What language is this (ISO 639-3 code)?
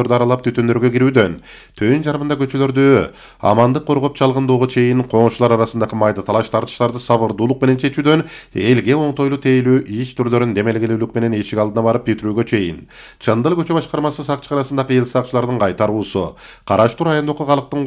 kir